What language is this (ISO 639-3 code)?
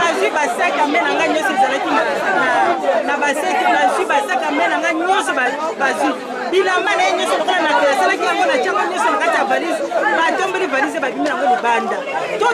lin